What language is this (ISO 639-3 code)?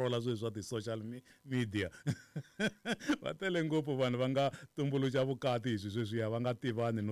tso